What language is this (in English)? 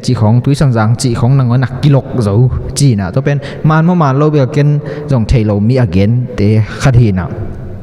Tedim Chin